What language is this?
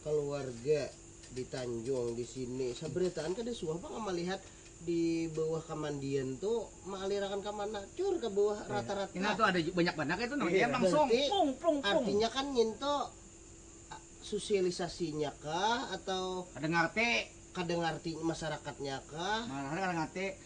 Banjar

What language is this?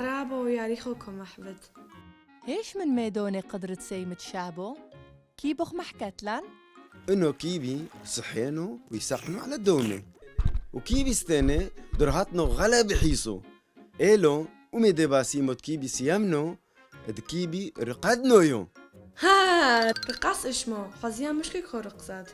Turoyo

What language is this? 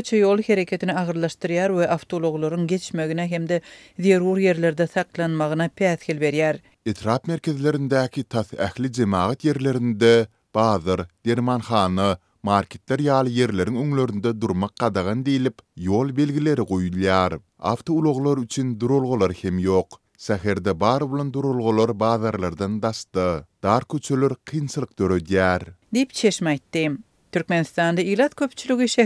Turkmen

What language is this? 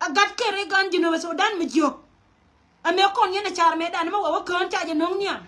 Nuer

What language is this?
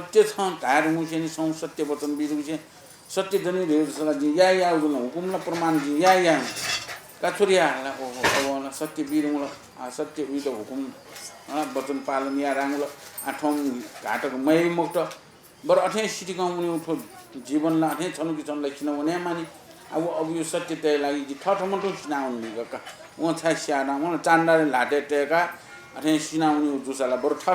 Newari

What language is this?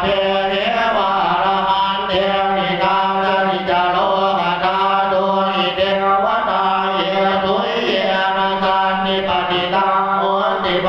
Pali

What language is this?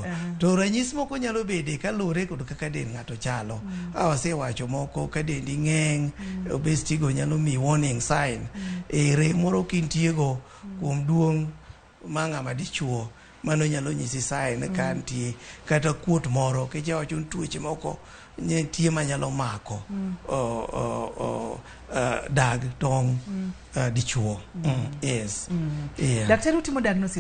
Luo (Kenya and Tanzania)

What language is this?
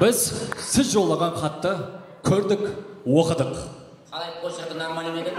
Kara-Kalpak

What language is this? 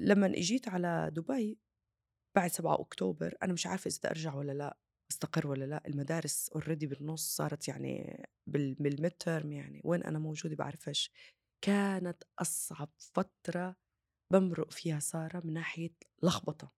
North Levantine Arabic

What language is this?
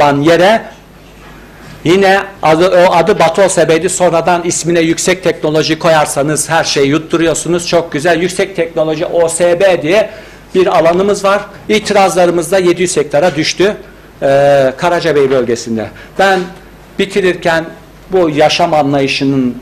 Turkish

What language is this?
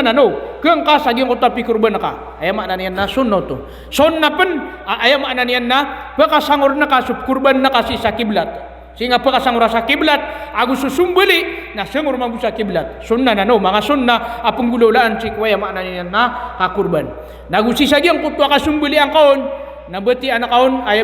Maranao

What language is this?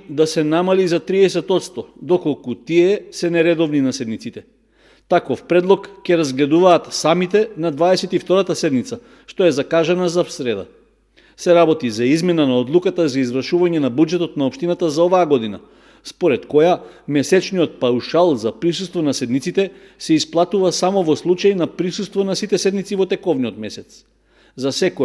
Macedonian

